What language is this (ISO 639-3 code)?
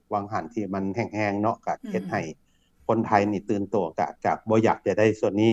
lao